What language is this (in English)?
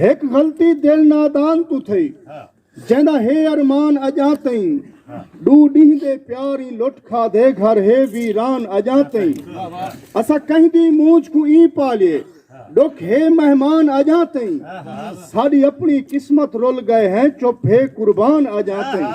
Saraiki